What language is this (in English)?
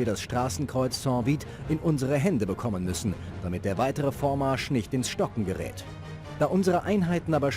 Bavarian